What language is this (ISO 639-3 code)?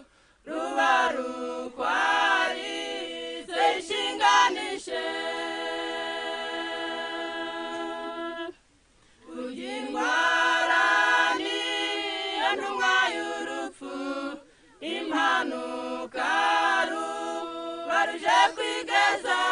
kin